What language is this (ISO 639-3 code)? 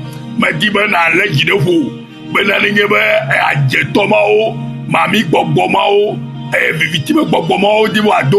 ewe